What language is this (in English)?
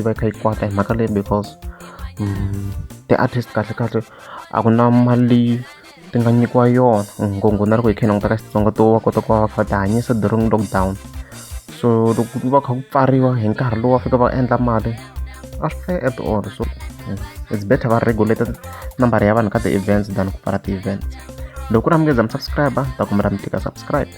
Tsonga